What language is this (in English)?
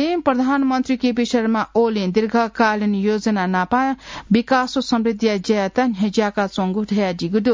Newari